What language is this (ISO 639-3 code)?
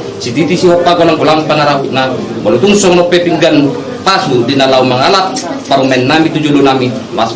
bbc